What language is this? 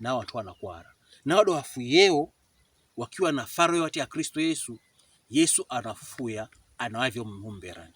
Pokomo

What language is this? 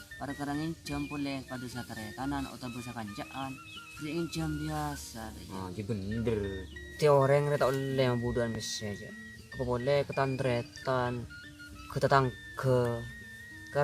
Madurese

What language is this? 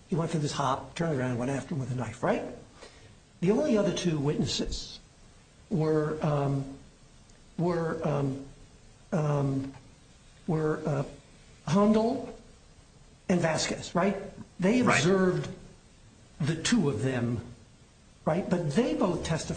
English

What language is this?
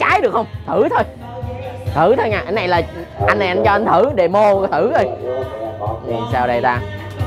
Vietnamese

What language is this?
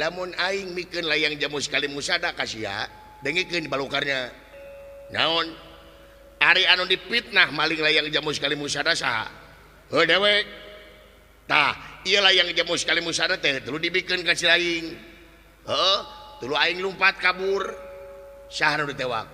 Sundanese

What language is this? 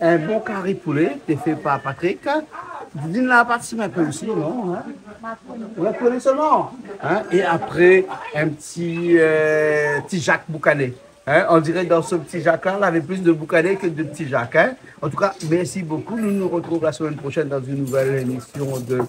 Réunion Creole French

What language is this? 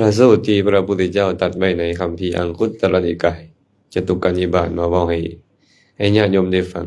Lao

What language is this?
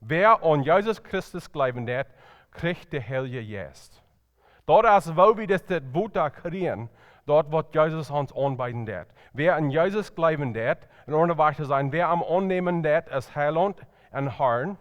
Plautdietsch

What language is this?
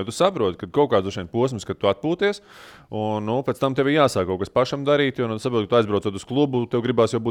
Latvian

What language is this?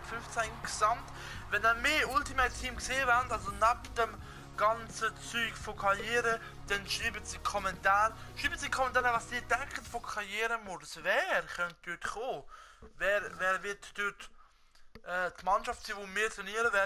Swiss German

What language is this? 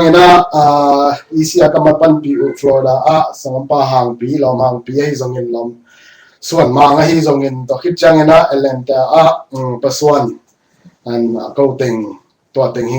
Tedim Chin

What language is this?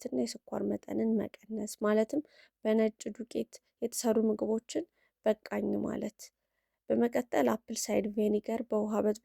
Amharic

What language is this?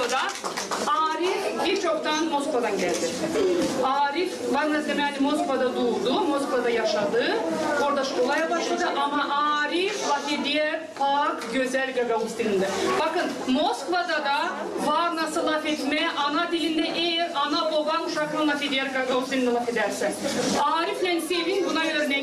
Gagauz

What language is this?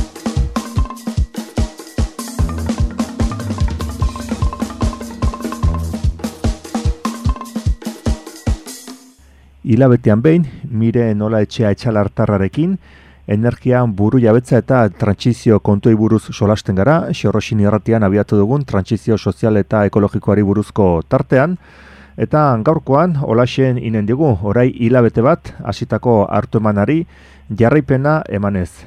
Basque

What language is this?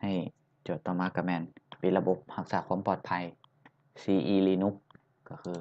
Lao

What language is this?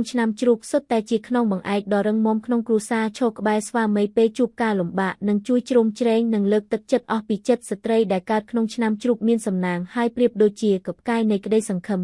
Khmer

